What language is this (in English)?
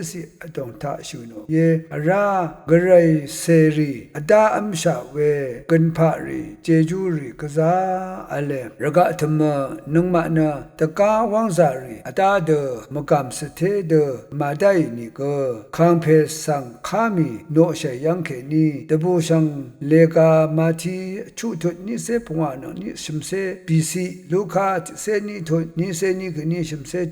Rawang